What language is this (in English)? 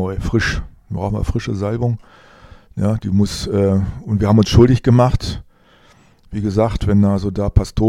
German